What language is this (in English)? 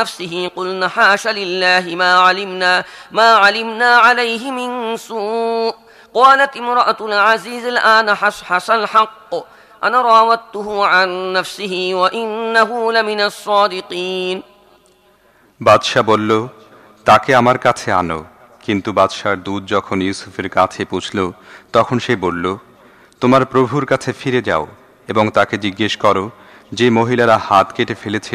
Bangla